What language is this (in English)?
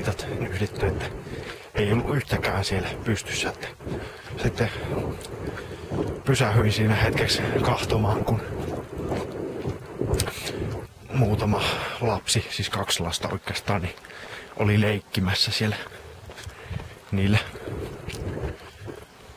Finnish